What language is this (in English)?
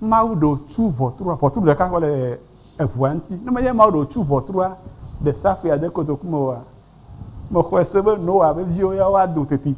Ewe